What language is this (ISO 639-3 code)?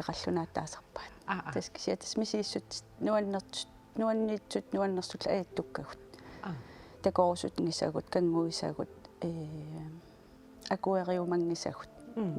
kal